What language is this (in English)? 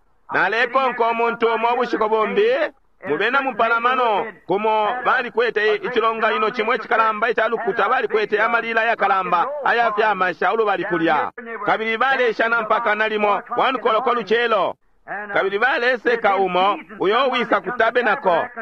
Bemba